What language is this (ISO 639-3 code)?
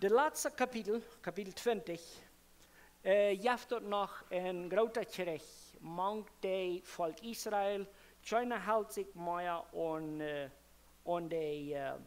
pdt